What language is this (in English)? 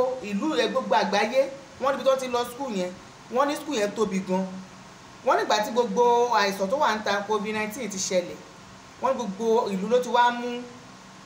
Yoruba